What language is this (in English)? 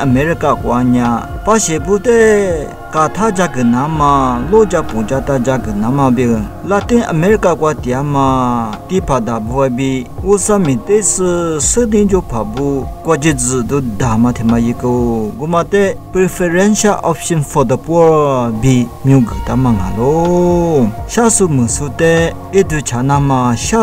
Lisu